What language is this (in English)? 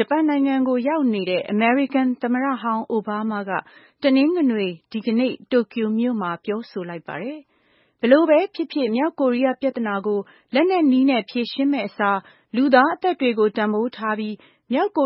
Burmese